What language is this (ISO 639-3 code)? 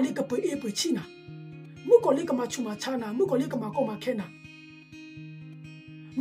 ksw